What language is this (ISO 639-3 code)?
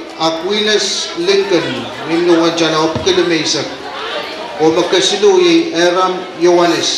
pon